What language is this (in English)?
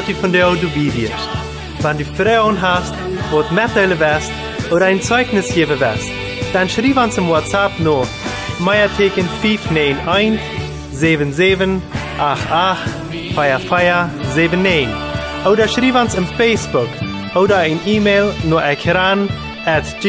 Plautdietsch